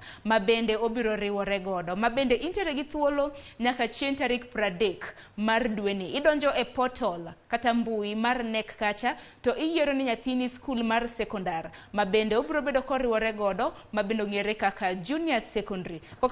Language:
Luo (Kenya and Tanzania)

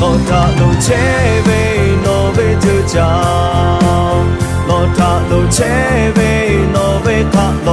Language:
Lahu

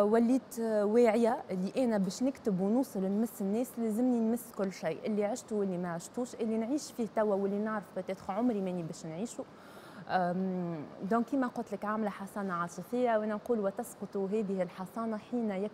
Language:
Tunisian Arabic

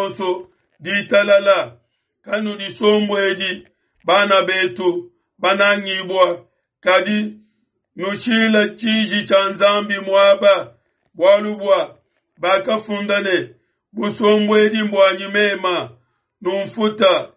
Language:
Luba-Lulua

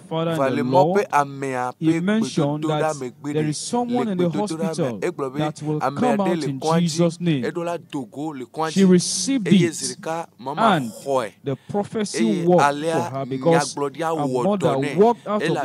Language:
Ewe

